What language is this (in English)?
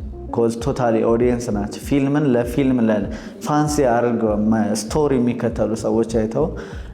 Amharic